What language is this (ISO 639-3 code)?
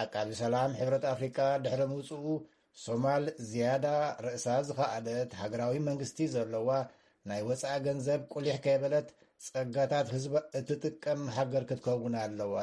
tir